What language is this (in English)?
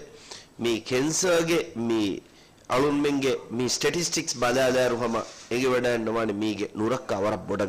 Divehi